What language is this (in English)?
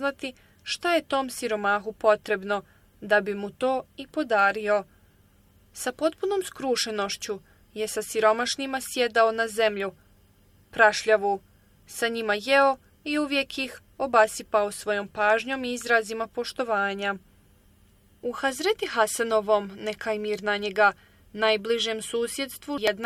Bosnian